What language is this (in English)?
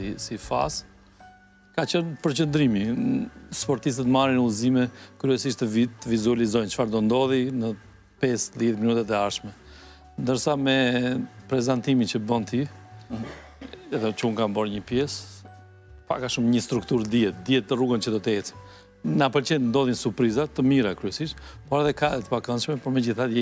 Albanian